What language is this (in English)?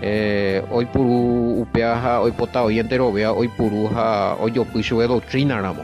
Guarani